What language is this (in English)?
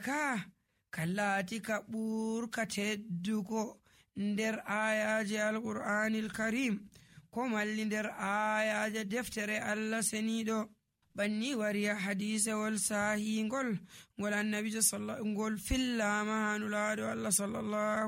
Nigerian Fulfulde